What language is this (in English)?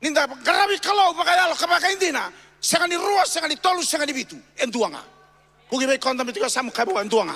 Fijian